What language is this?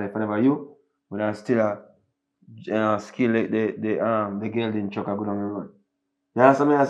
Jamaican Creole English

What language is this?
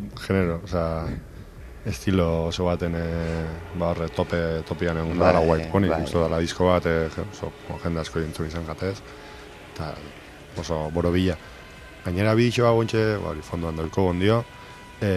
Basque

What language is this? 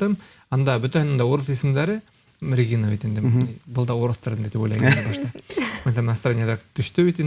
Bashkir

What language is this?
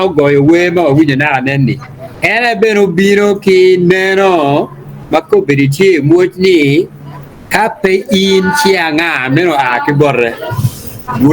Acoli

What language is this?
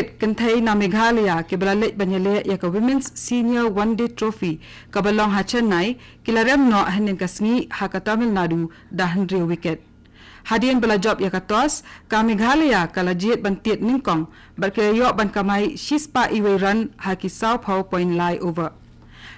Khasi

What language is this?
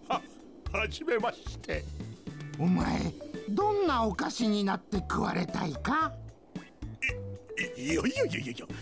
Japanese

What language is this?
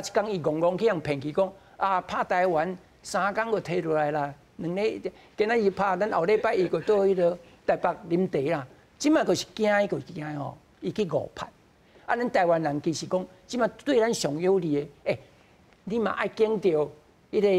Min Nan Chinese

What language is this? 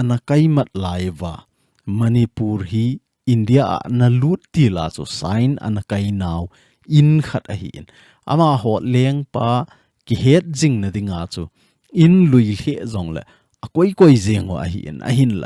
Thado Chin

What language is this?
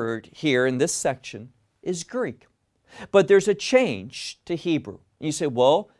English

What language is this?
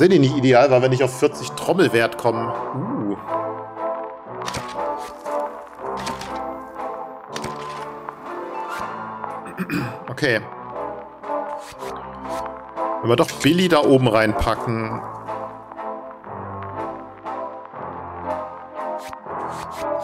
German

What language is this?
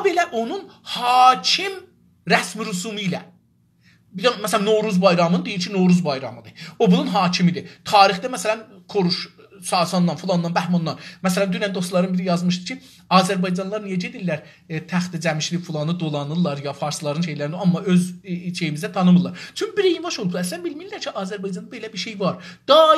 South Azerbaijani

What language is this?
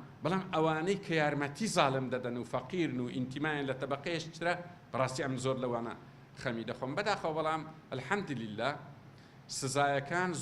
Central Kurdish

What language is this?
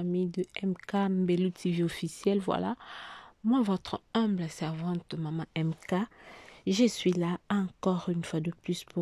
Lingala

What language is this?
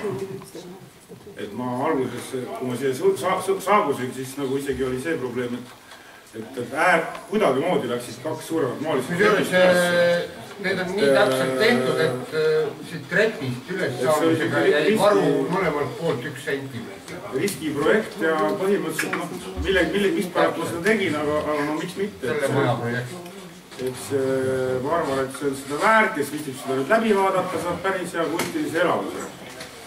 Estonian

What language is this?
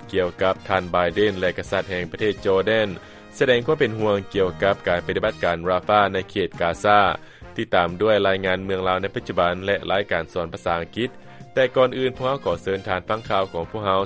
Lao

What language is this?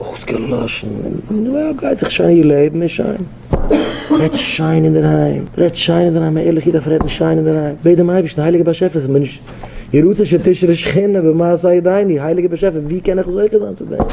Yiddish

